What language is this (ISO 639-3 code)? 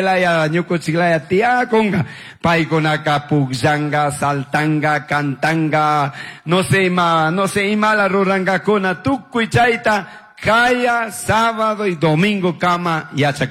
qug